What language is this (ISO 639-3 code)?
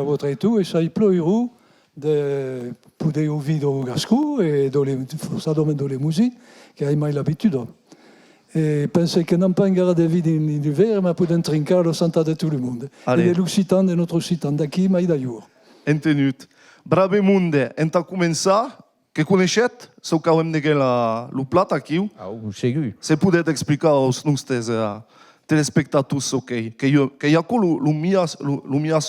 oci